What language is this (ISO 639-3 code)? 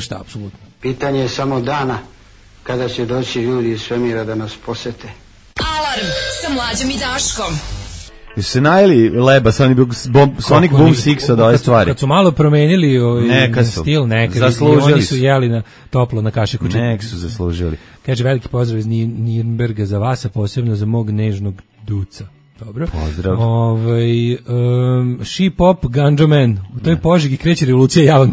srp